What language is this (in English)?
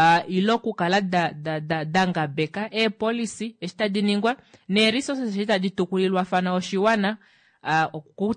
Kuanyama